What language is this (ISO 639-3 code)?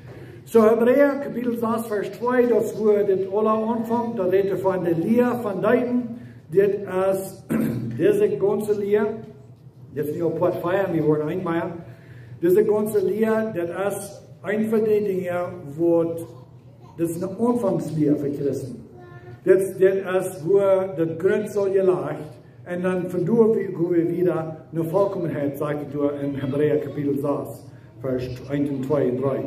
pdt